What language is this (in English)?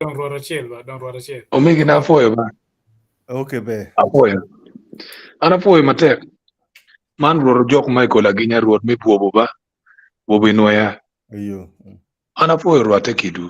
Acoli